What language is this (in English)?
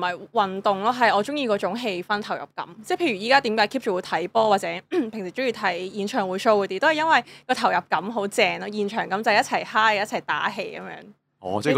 Cantonese